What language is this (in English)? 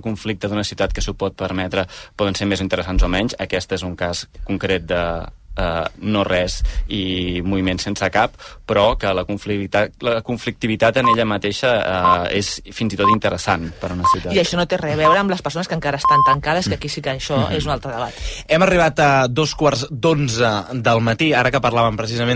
Catalan